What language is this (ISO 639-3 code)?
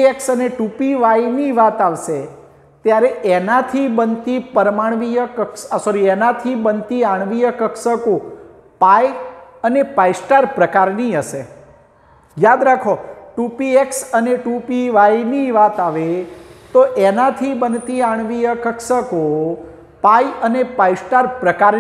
guj